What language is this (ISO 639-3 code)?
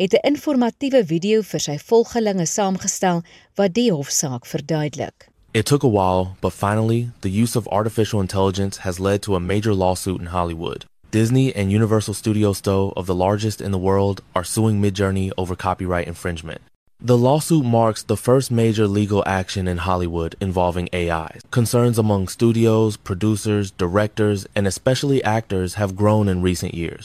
afr